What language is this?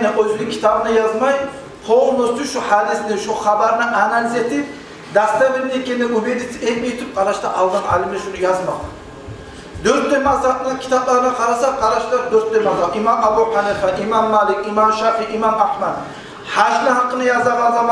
Kumyk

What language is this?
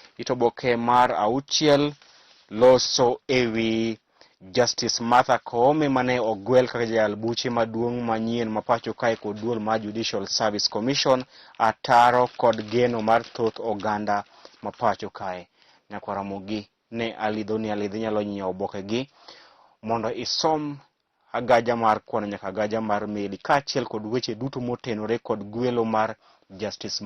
Luo (Kenya and Tanzania)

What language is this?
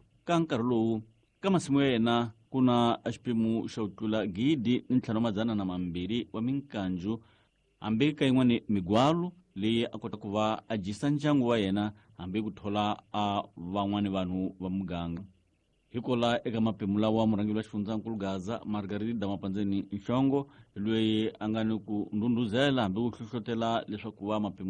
Tsonga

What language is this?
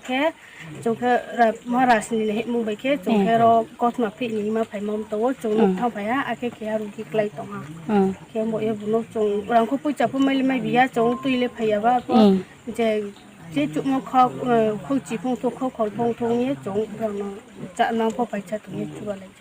Riang (India)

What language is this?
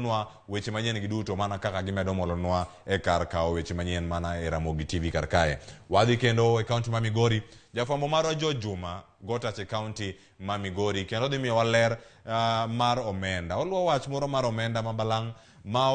Luo (Kenya and Tanzania)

